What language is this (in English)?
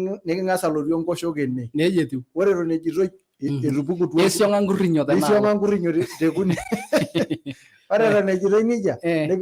Masai